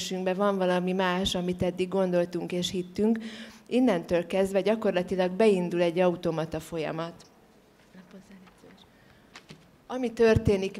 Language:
Hungarian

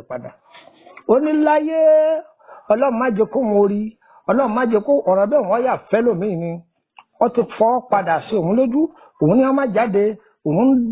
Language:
Yoruba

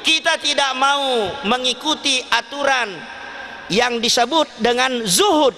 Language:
Buginese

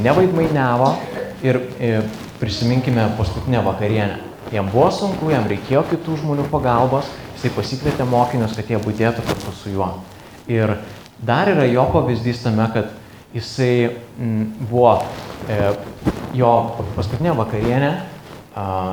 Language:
Lithuanian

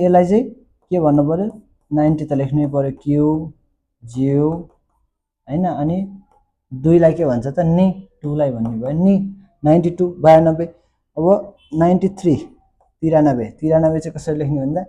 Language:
Nepali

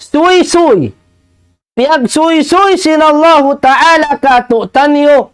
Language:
Tausug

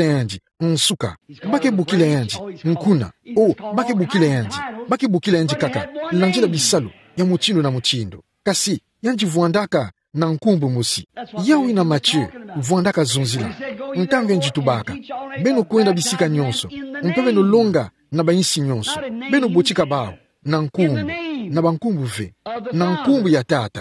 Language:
Kituba (Democratic Republic of Congo)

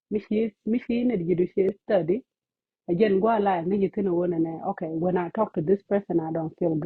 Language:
Nuer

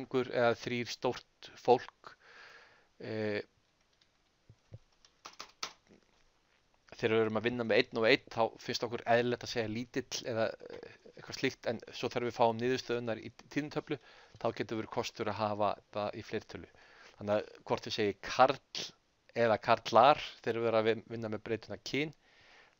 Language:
Icelandic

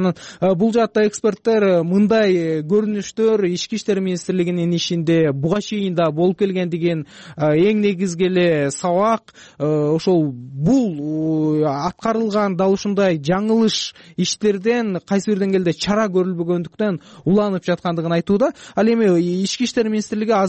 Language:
Kyrgyz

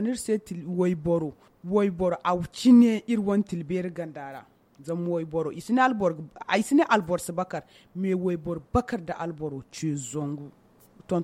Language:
Zarma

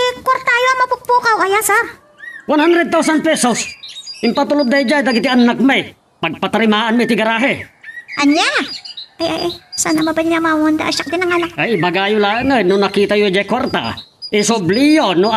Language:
Iloko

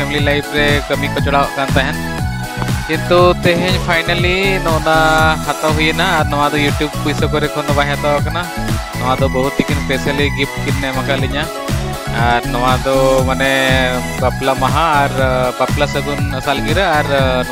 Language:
Santali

